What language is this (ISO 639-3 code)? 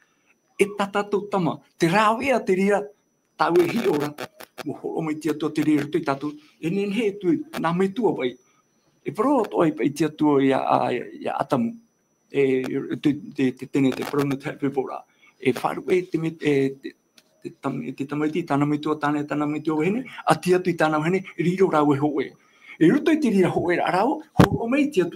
tah